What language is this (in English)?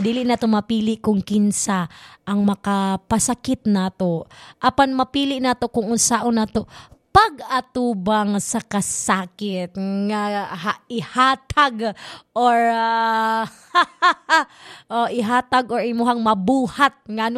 Cebuano